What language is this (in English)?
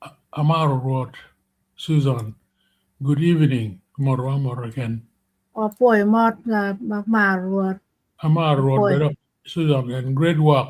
Acoli